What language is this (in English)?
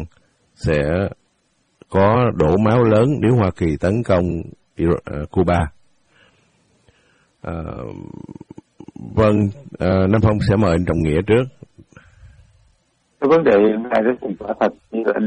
Vietnamese